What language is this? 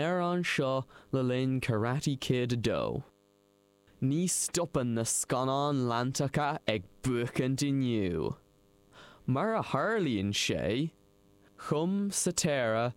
Irish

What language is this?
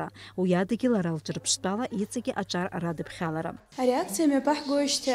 Abkhazian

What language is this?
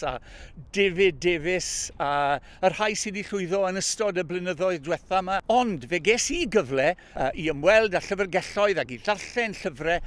Welsh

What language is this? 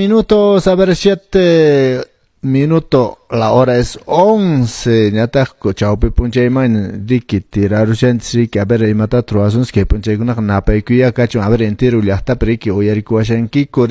Quechua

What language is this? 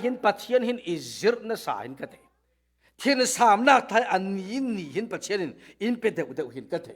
Falam Chin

